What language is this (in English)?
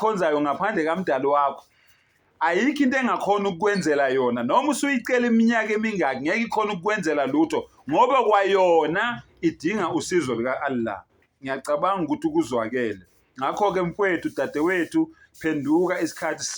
Zulu